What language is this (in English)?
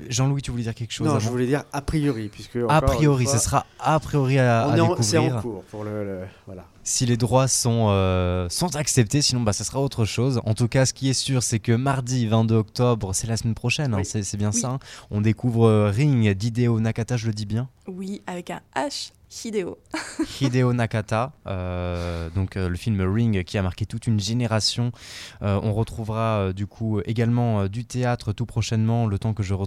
French